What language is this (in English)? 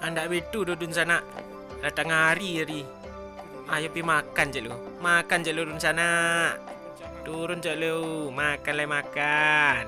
Minangkabau